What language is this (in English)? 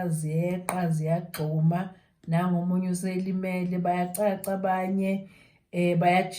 Zulu